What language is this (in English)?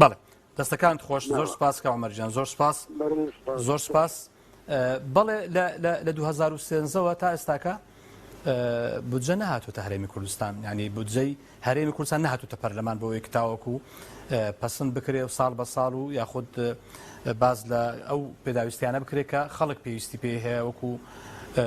Central Kurdish